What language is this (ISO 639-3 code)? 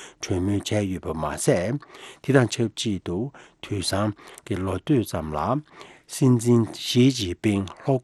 bod